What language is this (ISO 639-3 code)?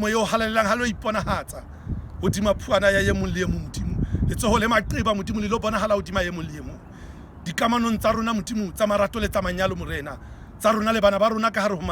sot